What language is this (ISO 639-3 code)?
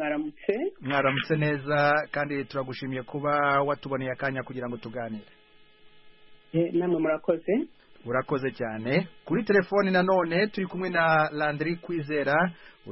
kin